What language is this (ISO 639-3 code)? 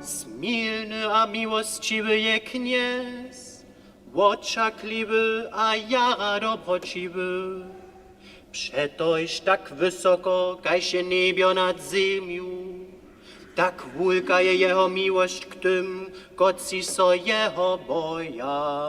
hsb